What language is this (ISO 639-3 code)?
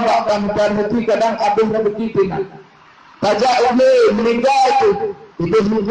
ace